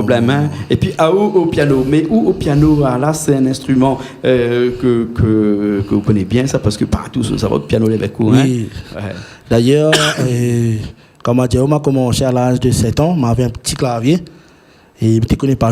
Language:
Réunion Creole French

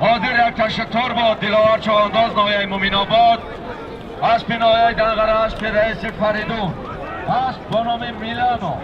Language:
Tajik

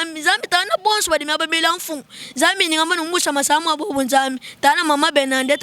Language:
Luba-Lulua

